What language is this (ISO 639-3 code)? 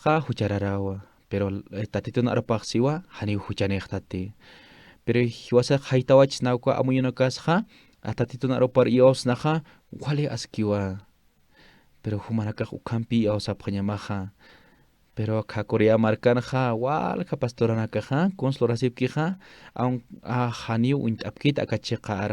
aym